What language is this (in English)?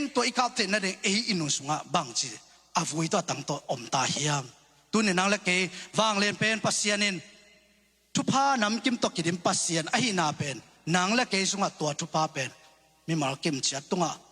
Tedim Chin